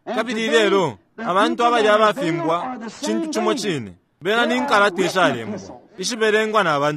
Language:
Bemba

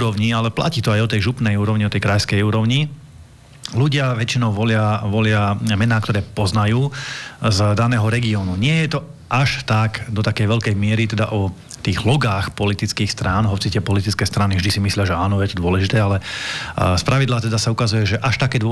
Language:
Slovak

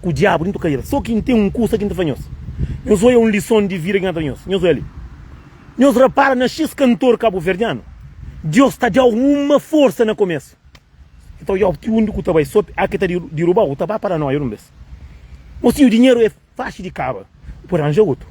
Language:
Kabuverdianu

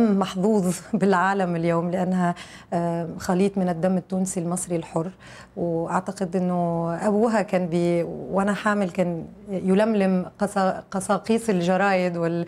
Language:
Egyptian Arabic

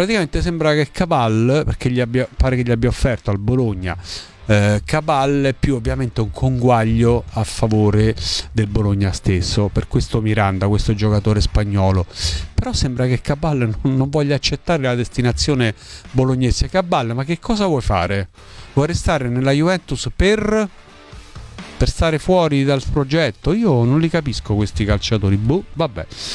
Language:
Italian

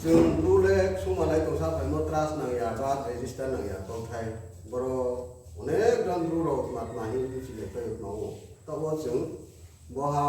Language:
Riang (India)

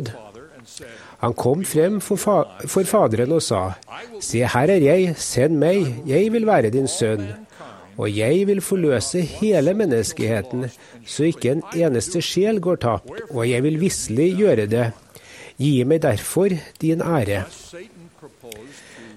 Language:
Norwegian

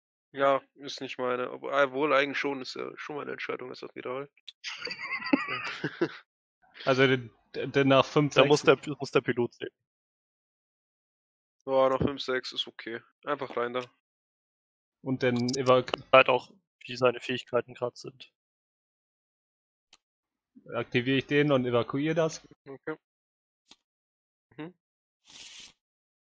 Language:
German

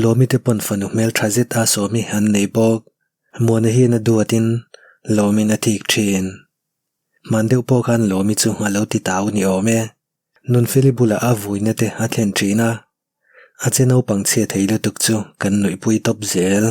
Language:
Mizo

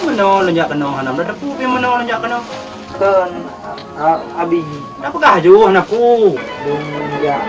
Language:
Achinese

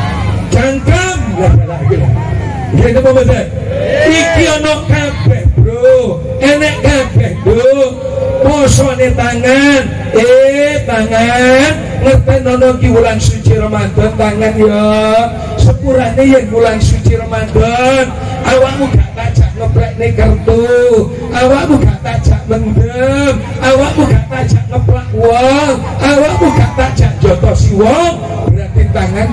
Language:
Javanese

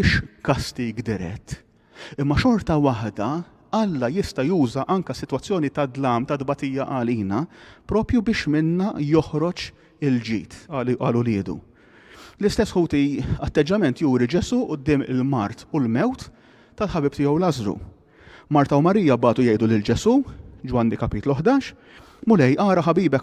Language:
Maltese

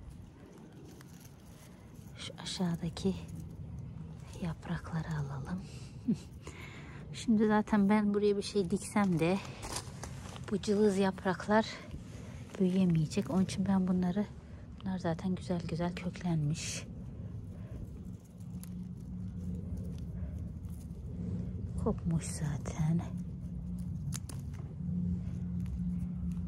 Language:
Turkish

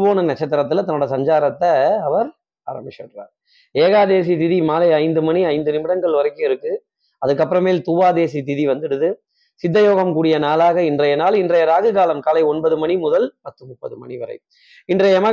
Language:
Tamil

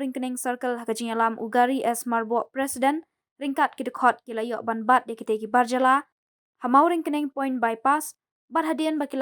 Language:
Khasi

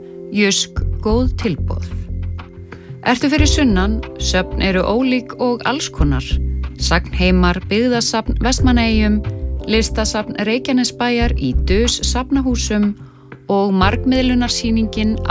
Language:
Icelandic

